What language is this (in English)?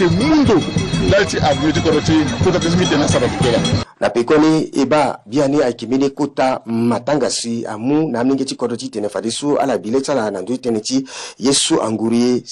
Sango